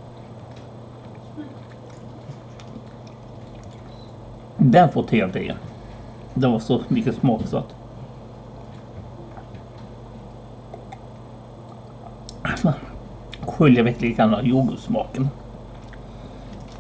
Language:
Swedish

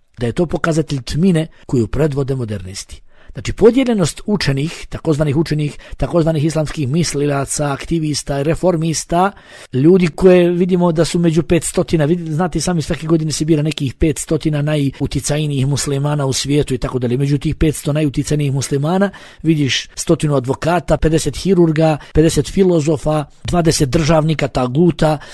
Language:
Bosnian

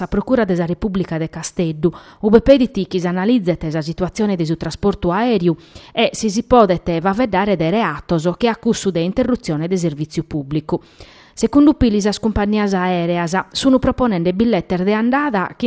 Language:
Sardinian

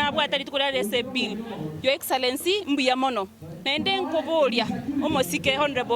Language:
Gusii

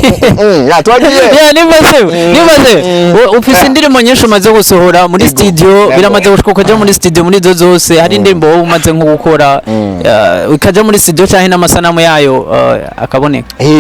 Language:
Rundi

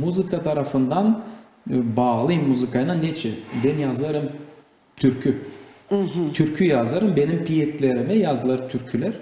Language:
Gagauz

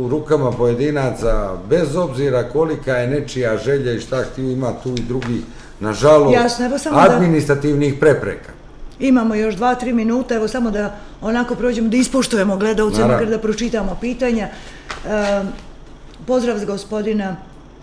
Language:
Serbian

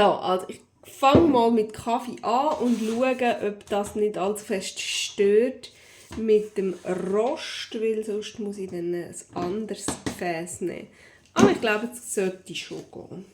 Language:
Swiss German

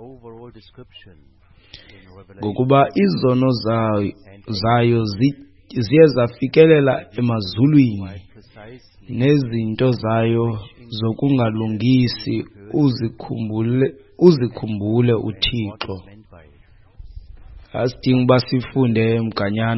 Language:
Xhosa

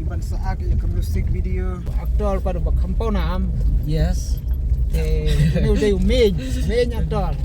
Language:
Khasi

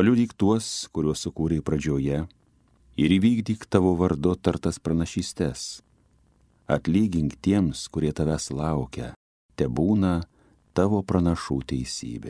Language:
Lithuanian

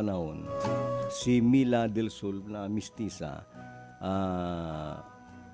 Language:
Bikol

